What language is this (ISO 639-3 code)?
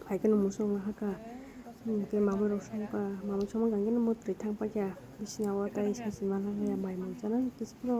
trp